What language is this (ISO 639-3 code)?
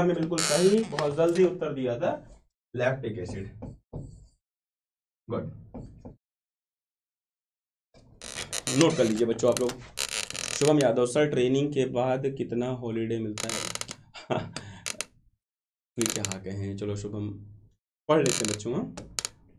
hin